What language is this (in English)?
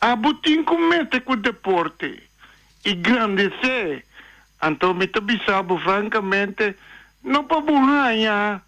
Papiamento